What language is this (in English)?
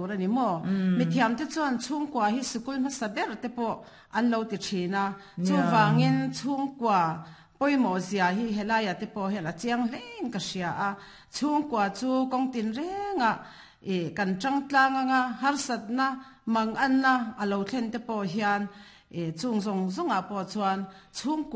Mizo